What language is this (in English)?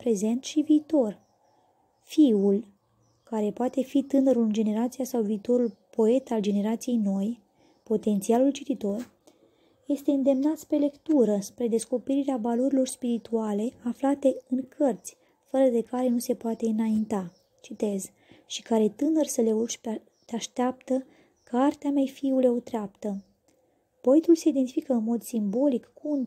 Romanian